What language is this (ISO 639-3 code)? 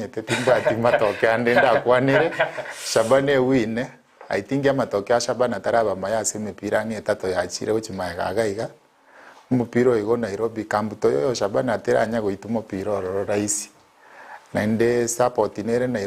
guz